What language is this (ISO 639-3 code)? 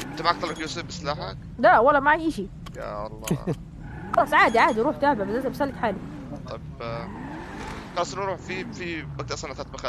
apc